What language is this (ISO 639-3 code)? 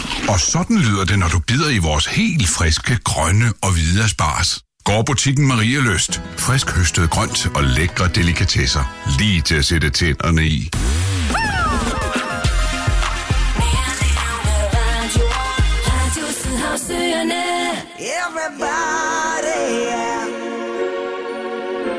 dan